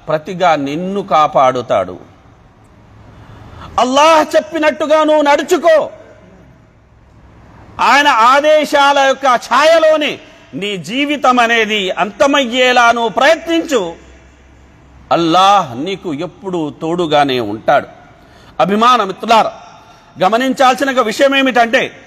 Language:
Telugu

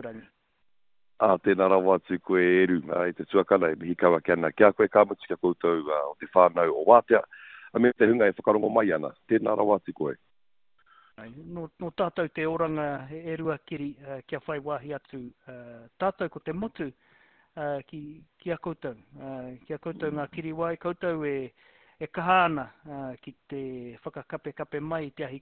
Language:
Māori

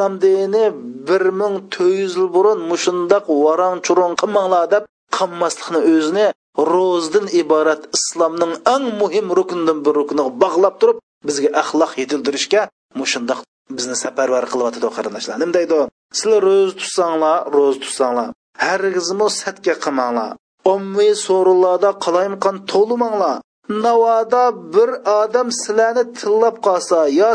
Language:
Uyghur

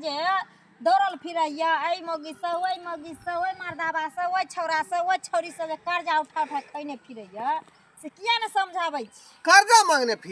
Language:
Maithili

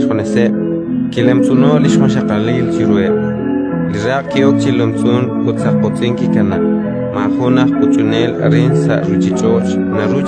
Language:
Kekchí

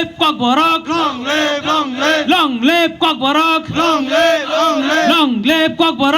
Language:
Kok Borok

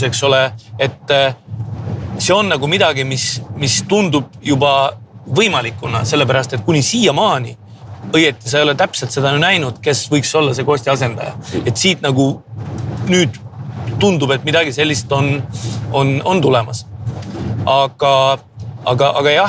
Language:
Estonian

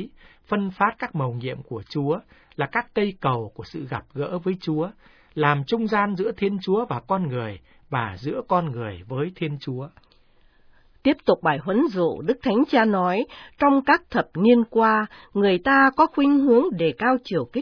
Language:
Vietnamese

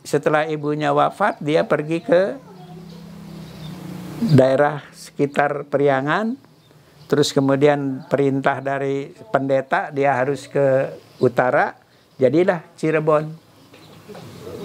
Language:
Indonesian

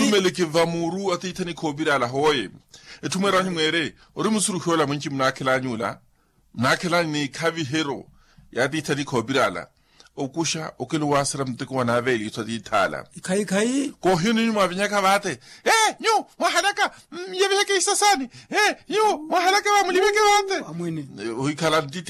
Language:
Makhuwa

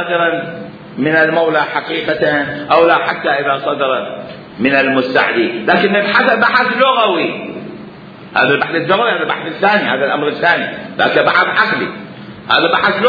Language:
Mesopotamian Arabic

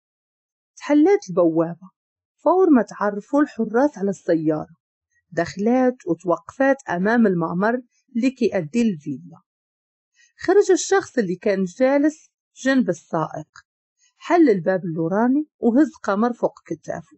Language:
Moroccan Arabic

